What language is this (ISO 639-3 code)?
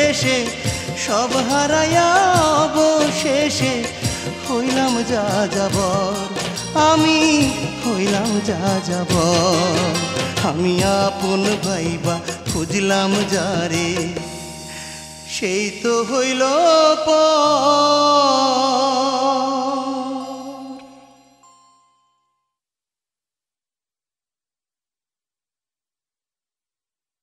ben